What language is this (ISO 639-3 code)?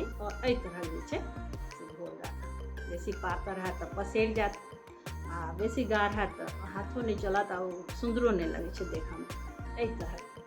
mai